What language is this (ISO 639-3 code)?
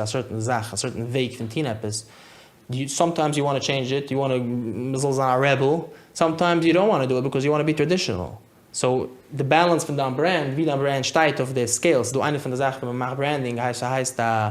yid